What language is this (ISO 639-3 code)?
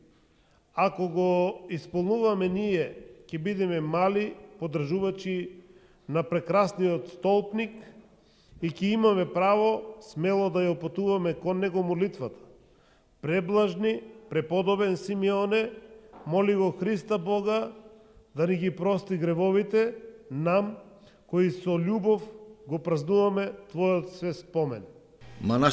mkd